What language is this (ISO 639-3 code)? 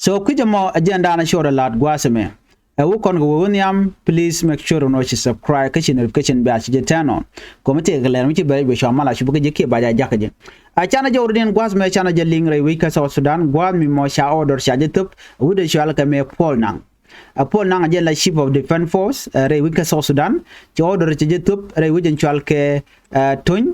nus